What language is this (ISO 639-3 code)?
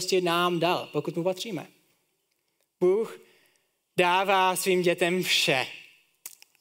ces